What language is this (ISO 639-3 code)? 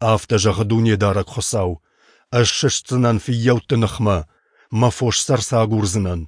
oss